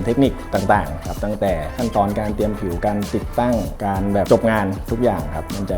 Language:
Lao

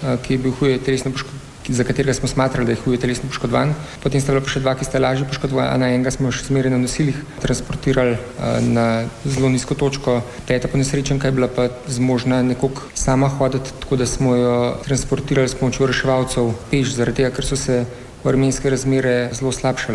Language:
Slovenian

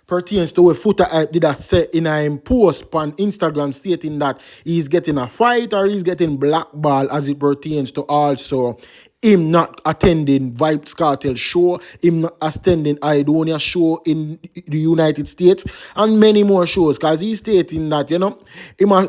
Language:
Jamaican Creole English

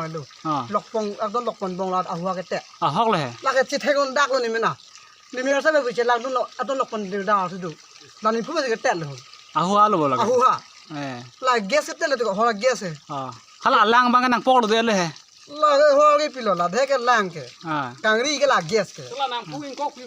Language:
Karbi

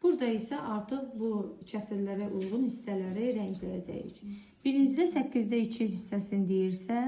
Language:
Azerbaijani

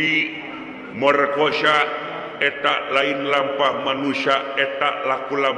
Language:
Sundanese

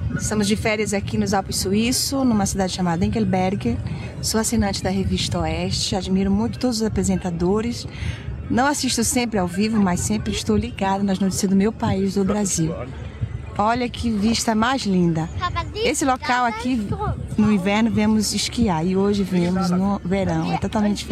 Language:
Portuguese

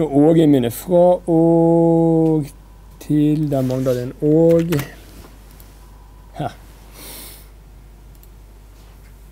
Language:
Norwegian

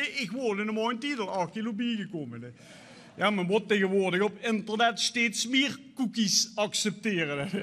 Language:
Limburgish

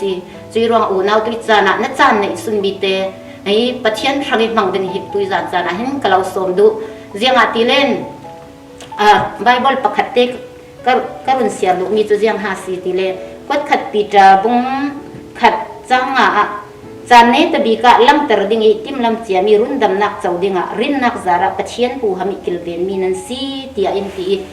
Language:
Falam Chin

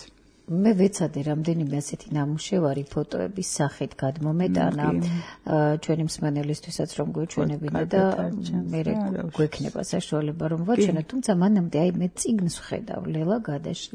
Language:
Georgian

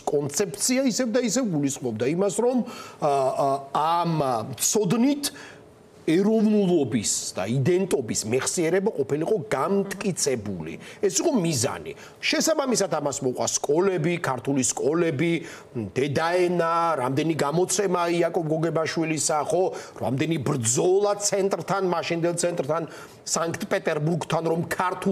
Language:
Georgian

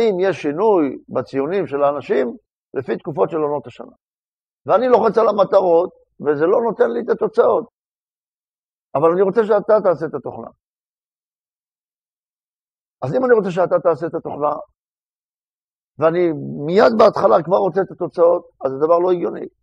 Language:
Hebrew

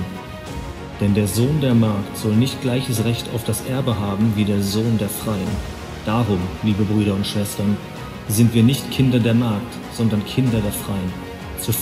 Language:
Swiss German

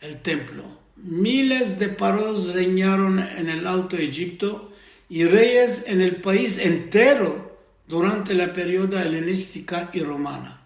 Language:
Ladino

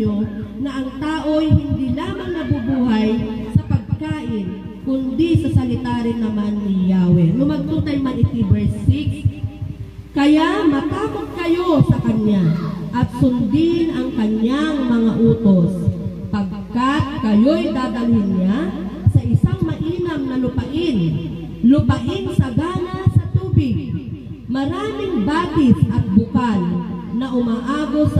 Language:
Filipino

